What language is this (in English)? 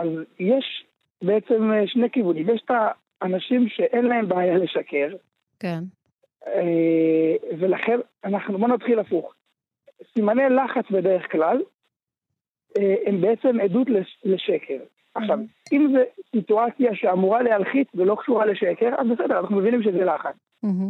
Hebrew